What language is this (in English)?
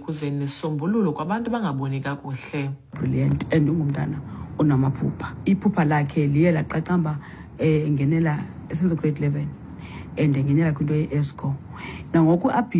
Xhosa